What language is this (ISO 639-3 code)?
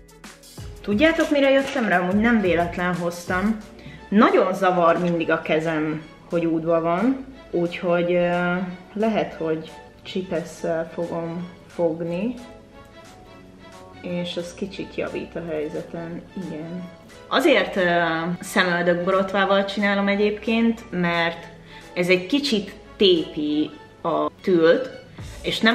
hun